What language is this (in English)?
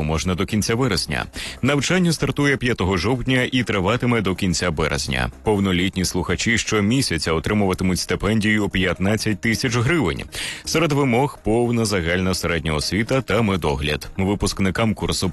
Ukrainian